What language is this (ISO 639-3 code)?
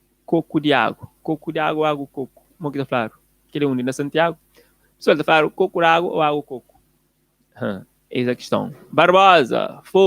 kea